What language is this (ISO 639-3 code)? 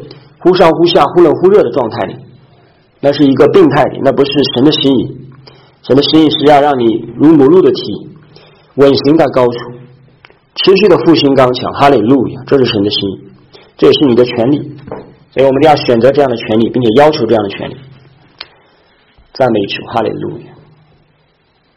zho